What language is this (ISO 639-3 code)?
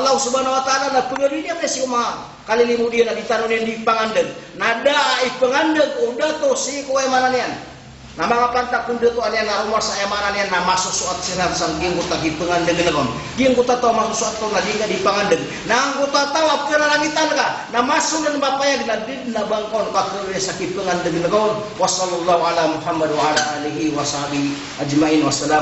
mrw